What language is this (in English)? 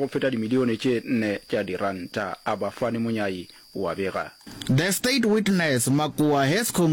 Northern Sotho